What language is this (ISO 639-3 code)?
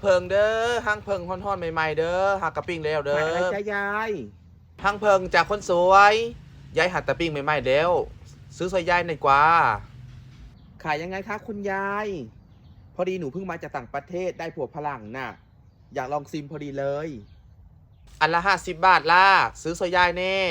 lao